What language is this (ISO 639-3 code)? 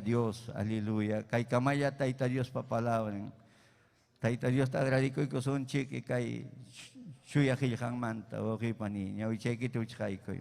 quy